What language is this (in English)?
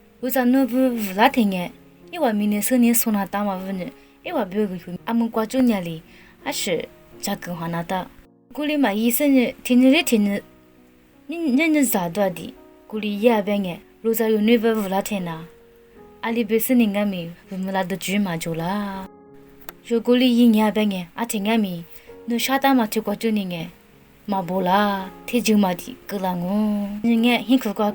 Lisu